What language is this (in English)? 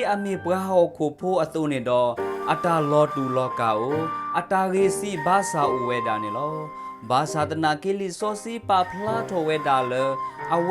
S'gaw Karen